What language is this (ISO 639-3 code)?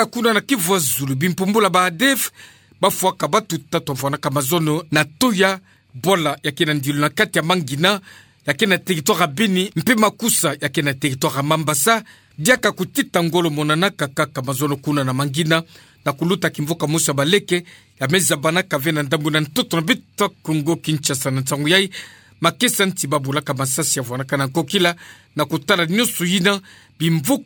ktu